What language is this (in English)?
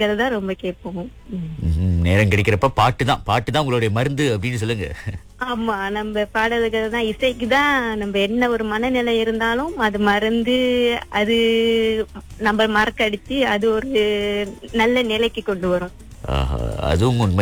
Tamil